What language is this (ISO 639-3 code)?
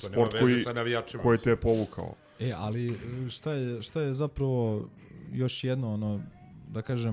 srp